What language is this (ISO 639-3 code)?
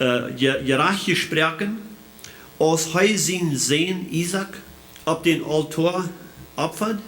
pdt